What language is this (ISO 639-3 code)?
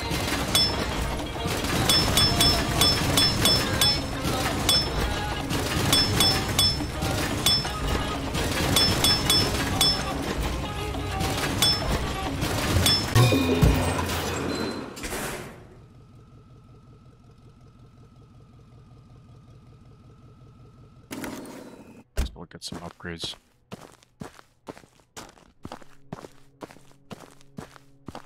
eng